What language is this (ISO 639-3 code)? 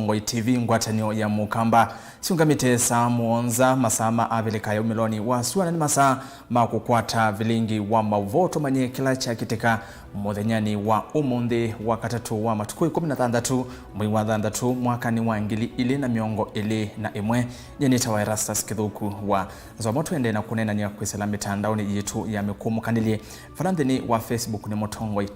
kam